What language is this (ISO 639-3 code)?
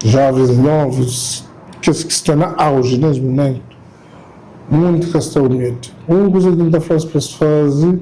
kea